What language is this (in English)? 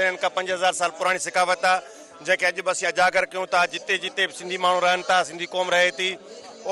Sindhi